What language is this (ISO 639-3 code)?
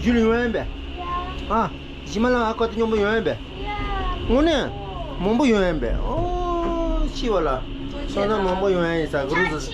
bod